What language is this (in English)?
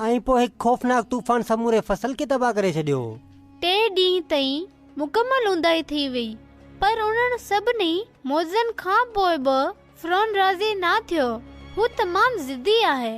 Sindhi